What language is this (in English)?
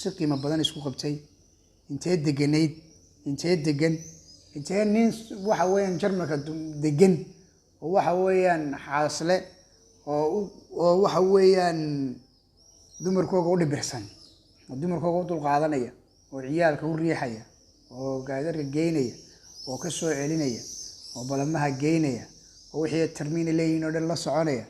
Somali